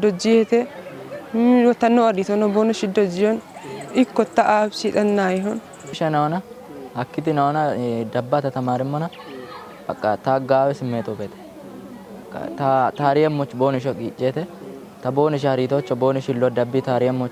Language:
Kafa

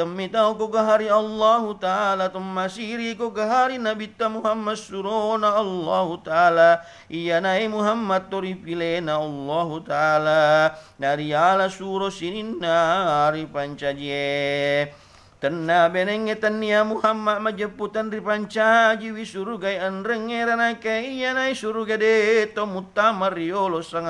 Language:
Buginese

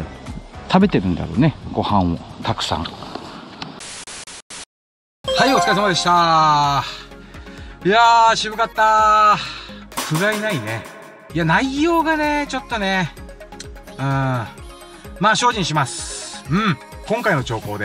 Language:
Japanese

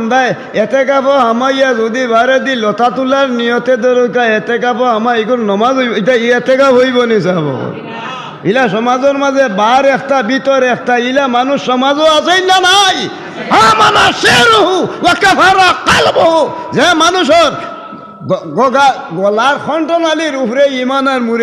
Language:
Sylheti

